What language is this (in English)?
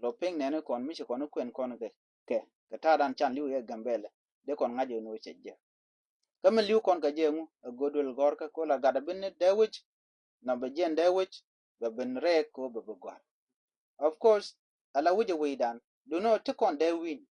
Nuer